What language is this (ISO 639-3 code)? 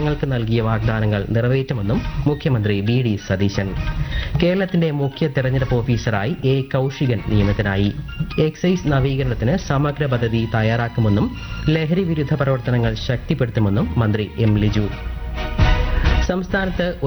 mal